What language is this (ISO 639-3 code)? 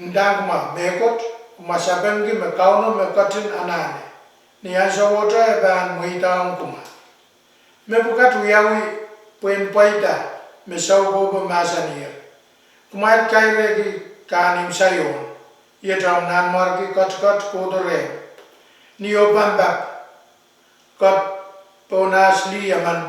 pon